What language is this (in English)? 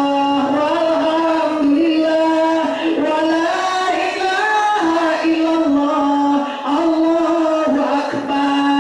Minangkabau